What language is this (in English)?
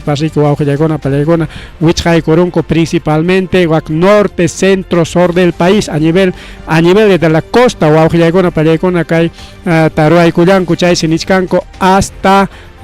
Ayacucho Quechua